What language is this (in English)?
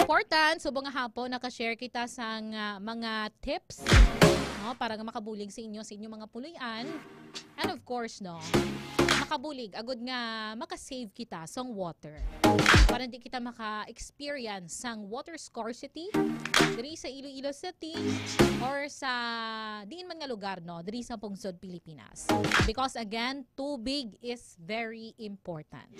Hiligaynon